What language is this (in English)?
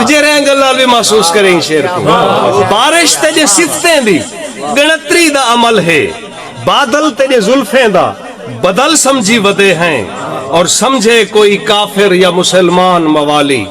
Saraiki